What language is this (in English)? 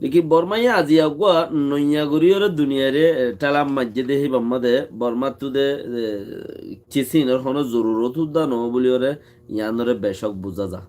Rohingya